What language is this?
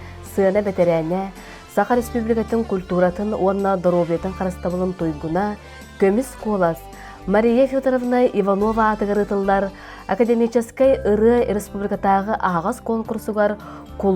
Yakut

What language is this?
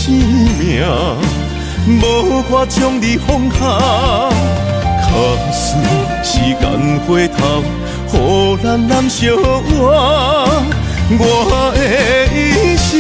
Min Nan Chinese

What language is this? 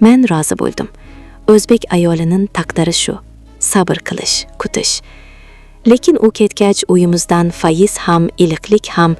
Uzbek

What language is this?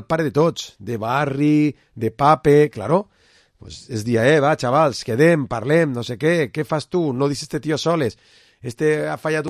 Catalan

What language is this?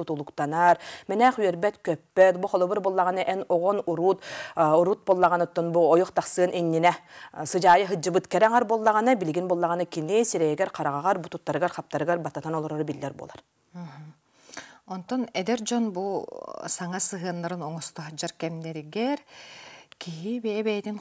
Yakut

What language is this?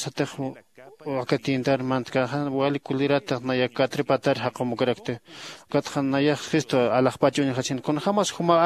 Aymara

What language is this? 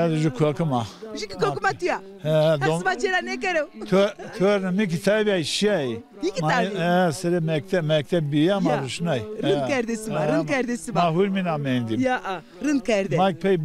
Zaza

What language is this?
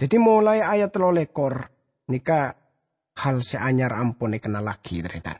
Madurese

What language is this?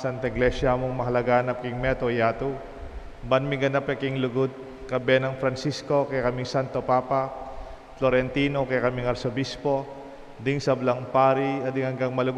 Pampanga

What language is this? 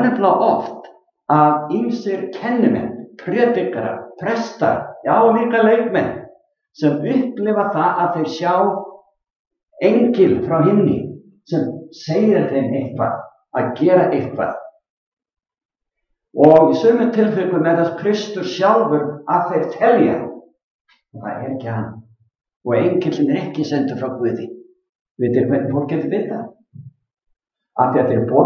Icelandic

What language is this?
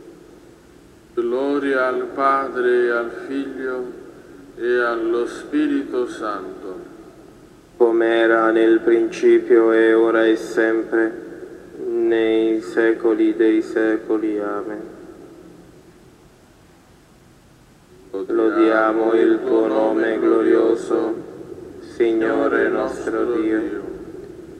Italian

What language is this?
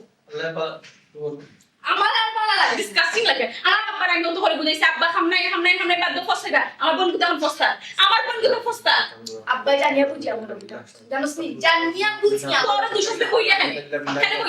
Sylheti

